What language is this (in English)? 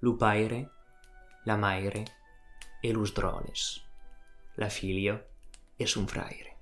Occitan